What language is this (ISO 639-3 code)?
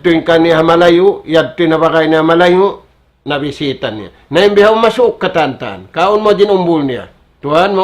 tsg